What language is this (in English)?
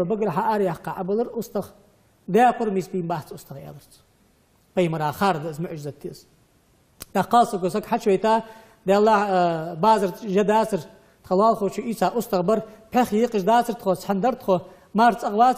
Ingush